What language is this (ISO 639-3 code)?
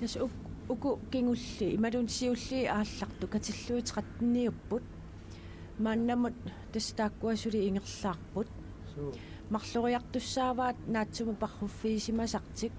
kal